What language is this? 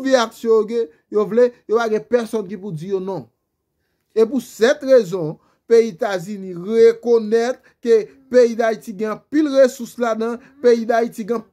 Haitian Creole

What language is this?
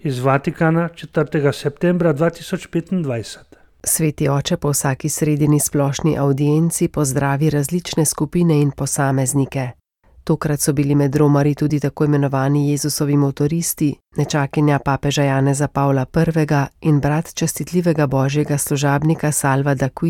Slovenian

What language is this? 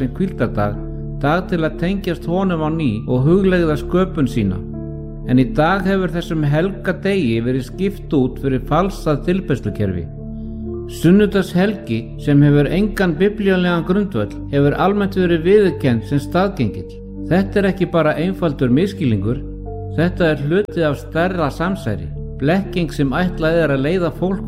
Icelandic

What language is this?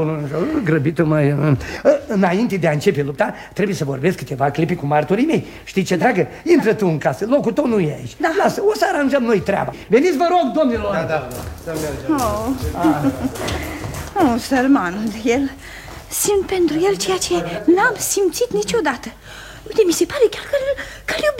Romanian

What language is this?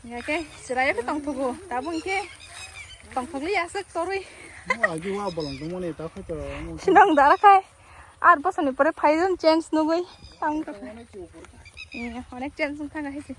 Kok Borok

